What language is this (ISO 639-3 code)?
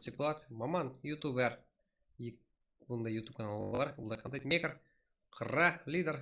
kaa